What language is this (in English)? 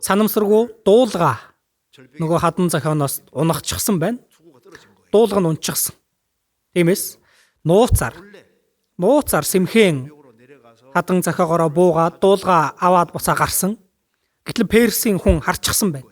Mongolian